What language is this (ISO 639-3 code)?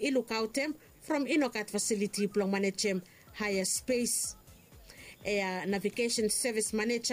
bis